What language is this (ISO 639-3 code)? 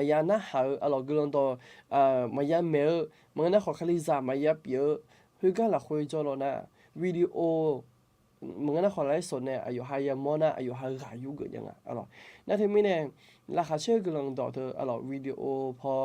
ahk